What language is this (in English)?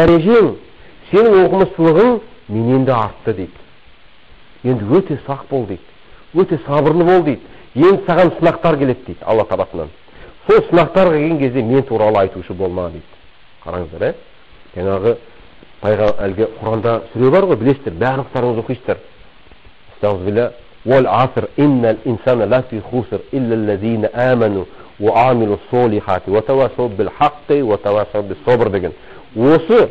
Kazakh